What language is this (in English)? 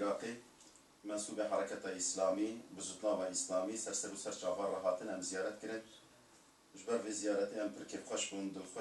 Kurdish